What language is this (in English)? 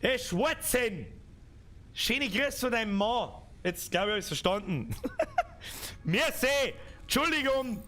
Bavarian